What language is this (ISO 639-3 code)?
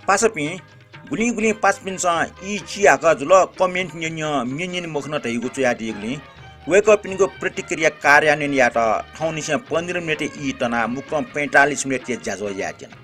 new